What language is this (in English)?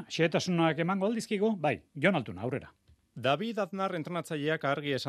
Basque